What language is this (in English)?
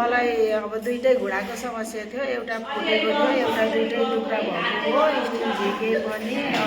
Nepali